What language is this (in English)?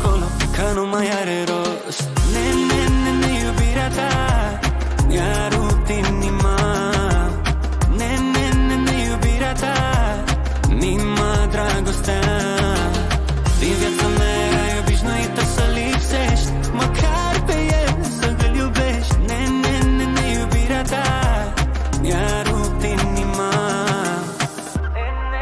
Romanian